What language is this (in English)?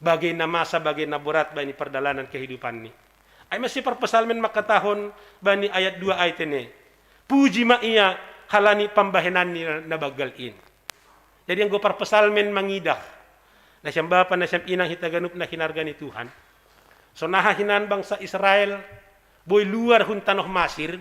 Batak Simalungun